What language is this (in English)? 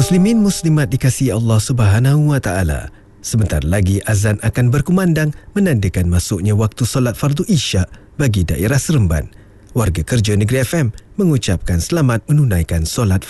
Malay